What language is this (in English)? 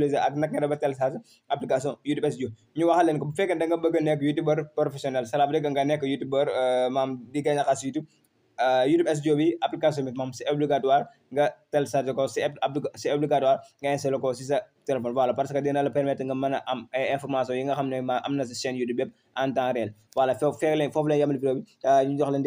Wolof